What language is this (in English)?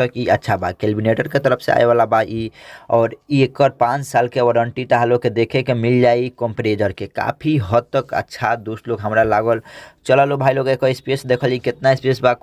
Bhojpuri